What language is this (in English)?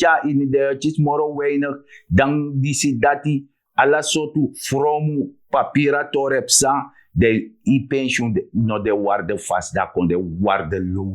Sranan Tongo